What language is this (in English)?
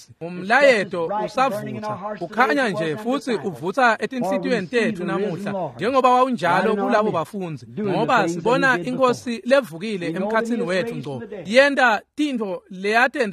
Swati